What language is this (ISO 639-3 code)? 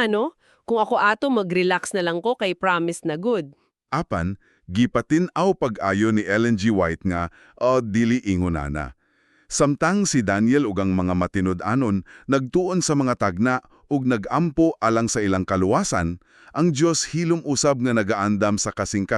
ceb